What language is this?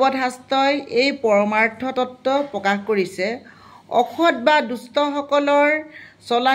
Assamese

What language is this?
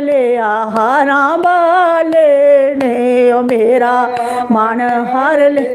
Dogri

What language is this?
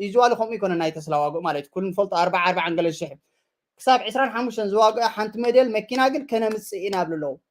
Tigrinya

